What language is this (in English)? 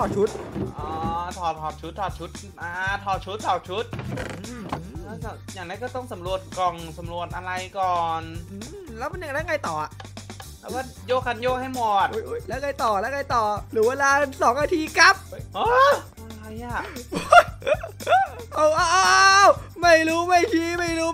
Thai